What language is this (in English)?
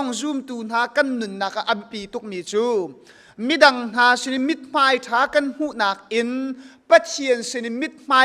Hakha Chin